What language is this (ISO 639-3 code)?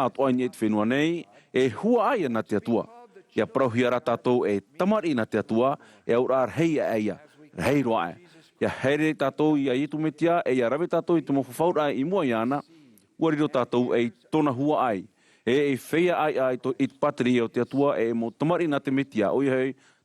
tah